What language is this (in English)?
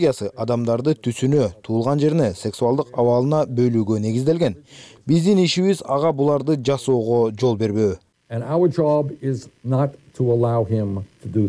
Kyrgyz